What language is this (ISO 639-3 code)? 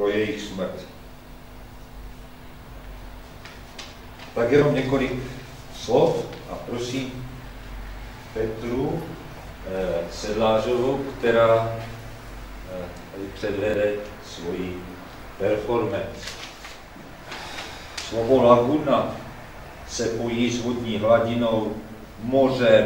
ces